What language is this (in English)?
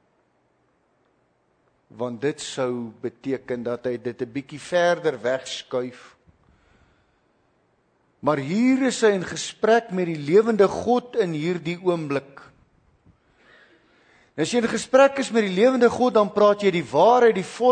Afrikaans